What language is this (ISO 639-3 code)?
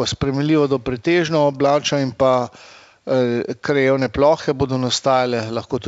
slv